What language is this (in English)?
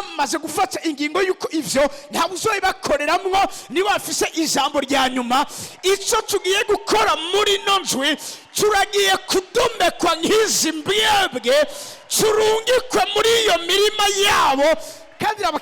Rundi